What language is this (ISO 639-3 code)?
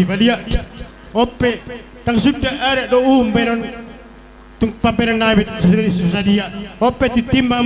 bbc